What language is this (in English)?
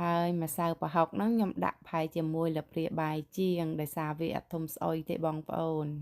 Khmer